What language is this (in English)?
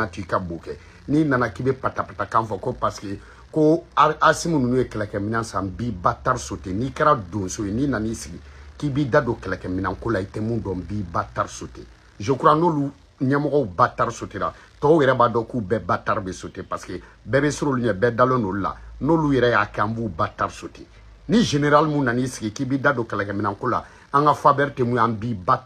Bambara